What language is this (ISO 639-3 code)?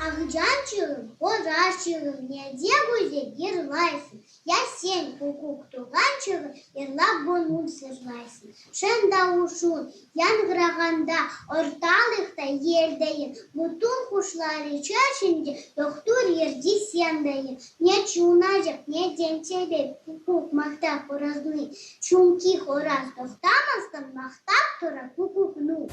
crh